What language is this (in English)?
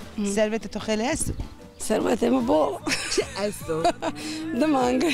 Zaza